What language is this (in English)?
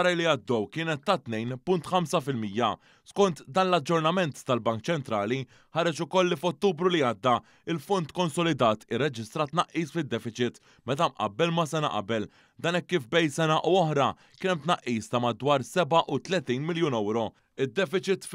Maltese